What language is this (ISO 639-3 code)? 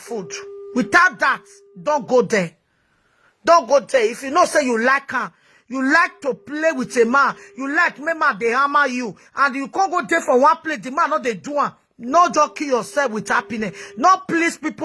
pcm